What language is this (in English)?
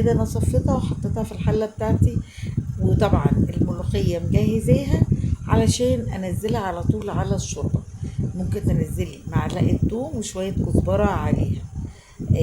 Egyptian Arabic